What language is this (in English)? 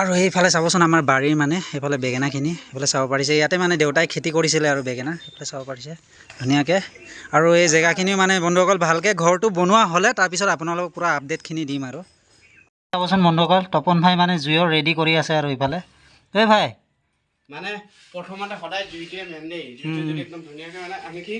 Assamese